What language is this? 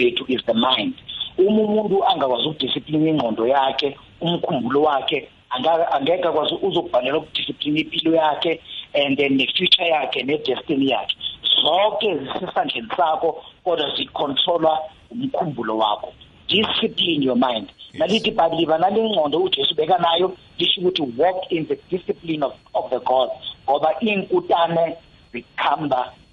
South Ndebele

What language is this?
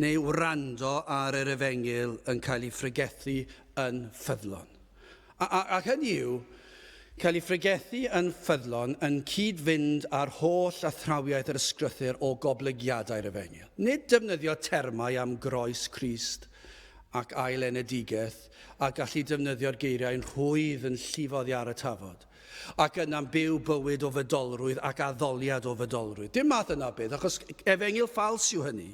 Welsh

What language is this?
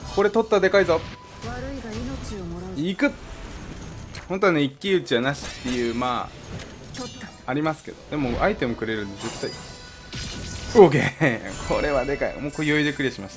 Japanese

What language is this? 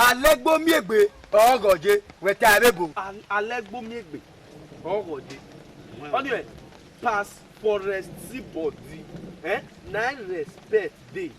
Bini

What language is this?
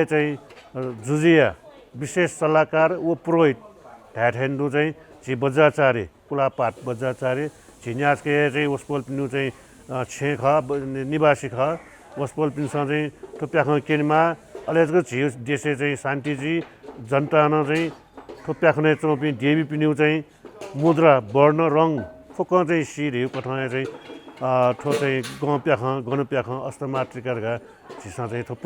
Newari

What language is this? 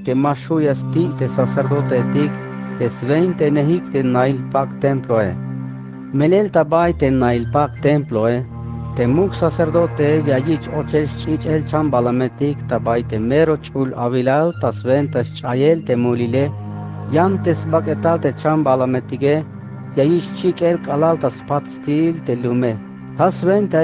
Tzeltal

